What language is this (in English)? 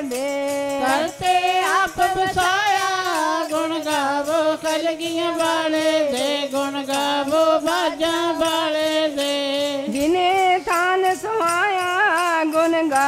Punjabi